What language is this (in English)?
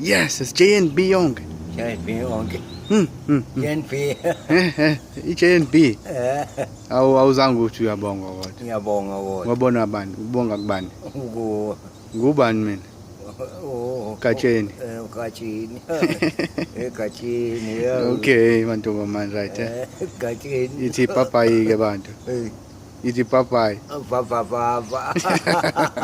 Zulu